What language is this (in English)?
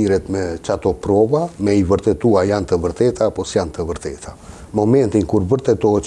Albanian